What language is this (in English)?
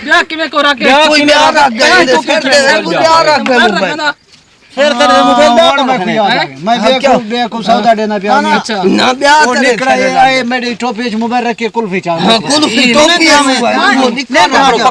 Saraiki